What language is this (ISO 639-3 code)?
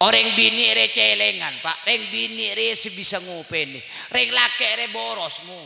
mad